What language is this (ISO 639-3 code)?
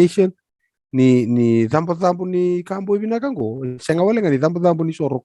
fij